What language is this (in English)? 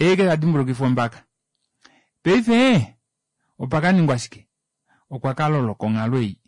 Kuanyama